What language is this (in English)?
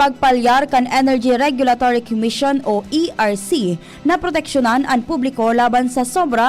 Bikol